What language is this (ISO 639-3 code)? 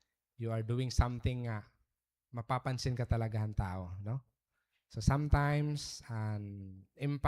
war